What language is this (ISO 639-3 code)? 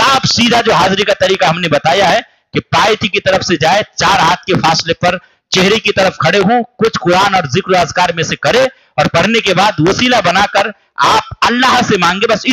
urd